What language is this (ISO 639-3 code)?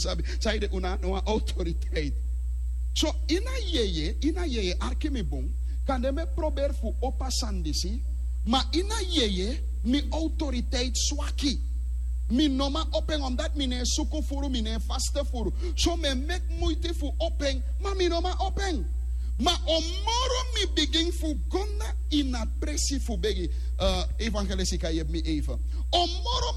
srn